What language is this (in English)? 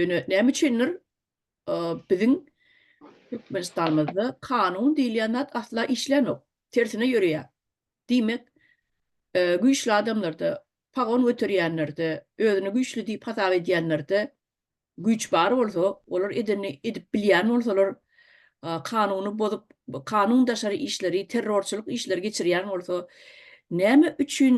Turkmen